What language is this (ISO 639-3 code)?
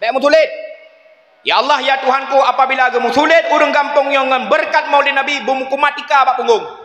ace